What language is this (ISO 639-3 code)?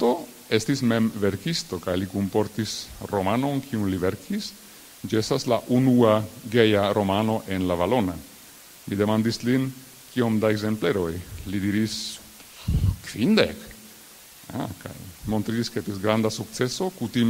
epo